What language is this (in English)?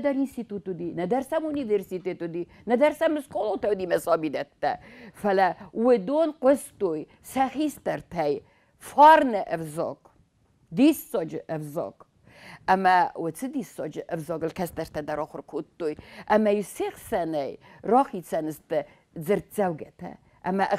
Ossetic